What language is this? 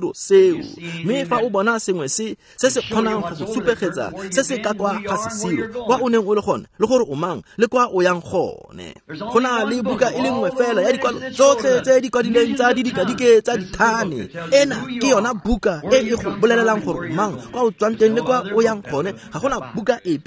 Tswana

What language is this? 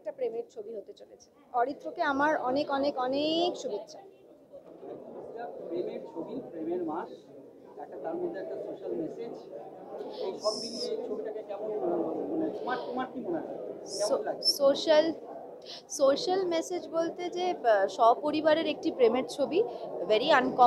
Bangla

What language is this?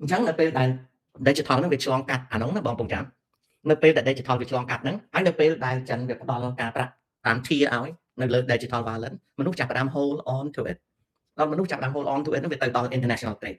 Khmer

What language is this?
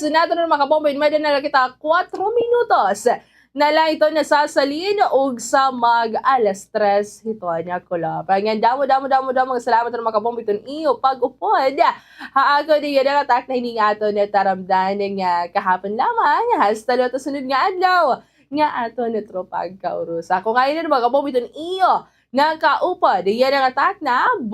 Waray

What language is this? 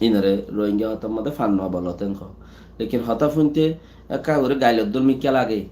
Rohingya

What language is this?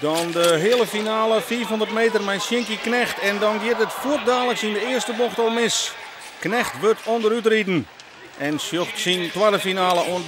Western Frisian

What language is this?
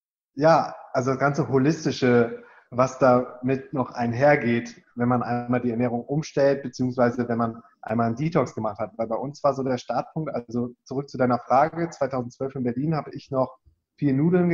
German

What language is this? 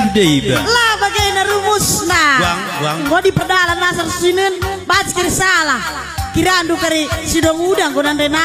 Batak Karo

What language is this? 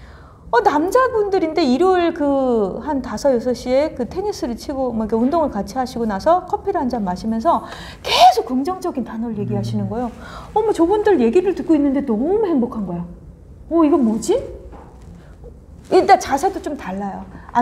Korean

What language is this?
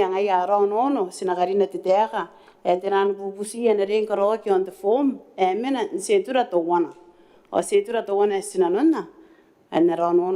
Gilbertese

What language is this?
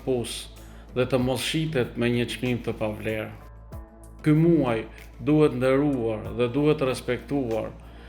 Albanian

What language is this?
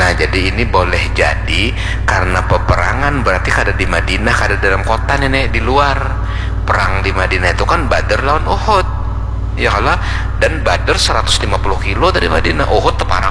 Banjar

